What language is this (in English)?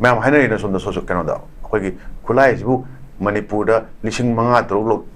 Manipuri